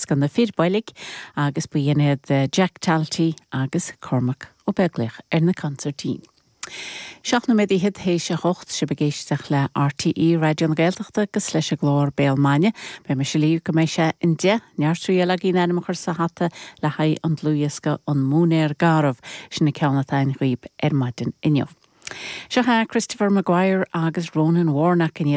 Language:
Irish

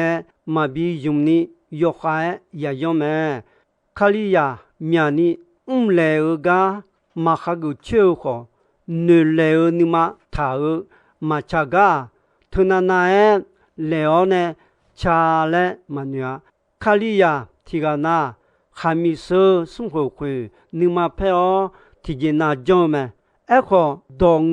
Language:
Akha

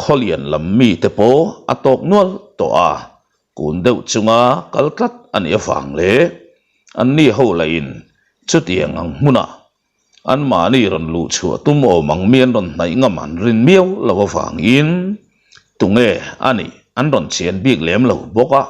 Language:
Mizo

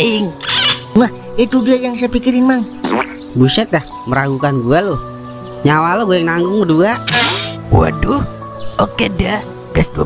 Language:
Betawi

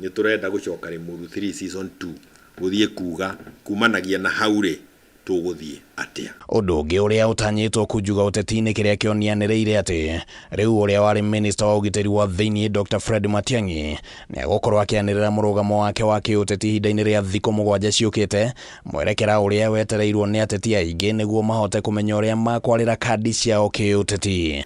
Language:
Kikuyu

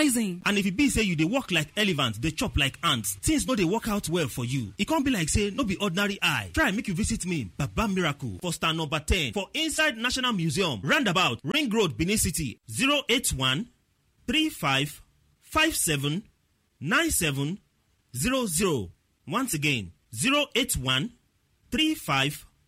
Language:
Nigerian Pidgin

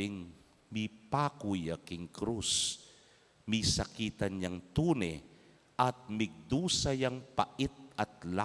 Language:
Pampanga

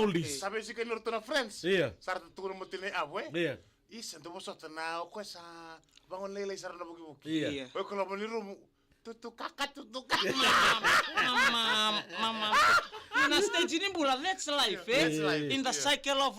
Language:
Fijian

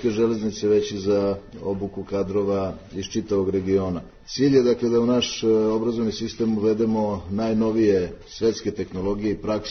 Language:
Serbian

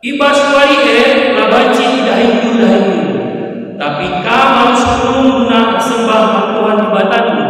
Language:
Batak Karo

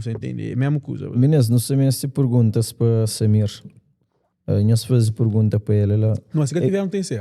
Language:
Kabuverdianu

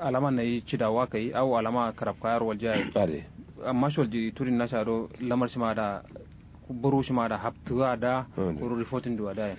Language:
Kanuri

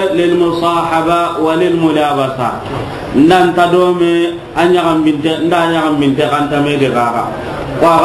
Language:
Soninke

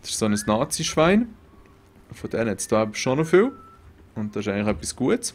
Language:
Swiss German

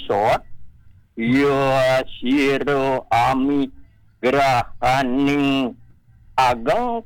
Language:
Balinese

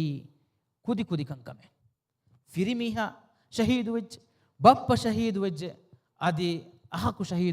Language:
Divehi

